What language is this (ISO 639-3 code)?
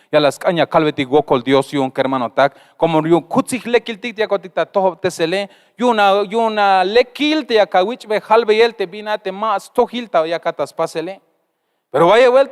tzh